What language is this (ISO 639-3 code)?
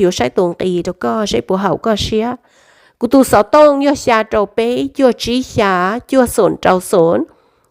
hmn